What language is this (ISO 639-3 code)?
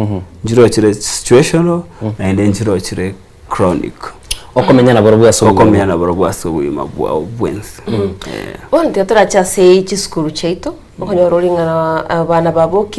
guz